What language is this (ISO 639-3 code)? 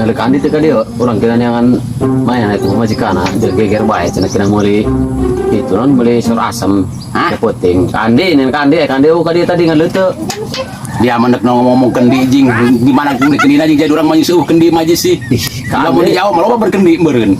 sun